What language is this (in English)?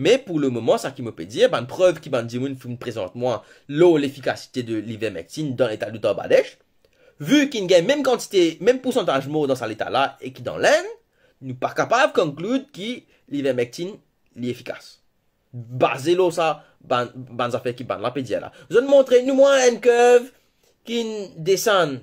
Morisyen